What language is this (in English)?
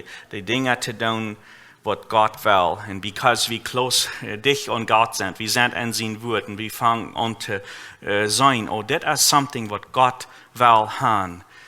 Plautdietsch